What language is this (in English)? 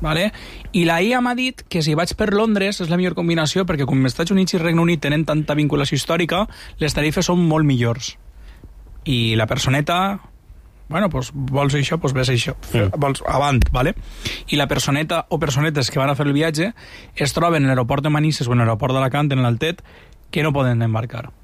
Catalan